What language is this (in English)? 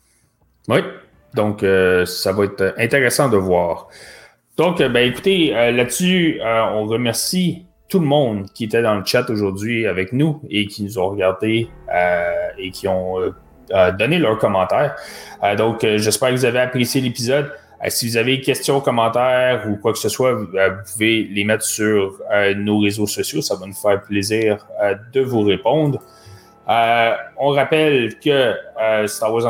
French